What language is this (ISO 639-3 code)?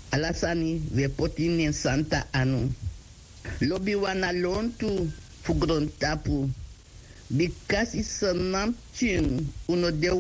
srn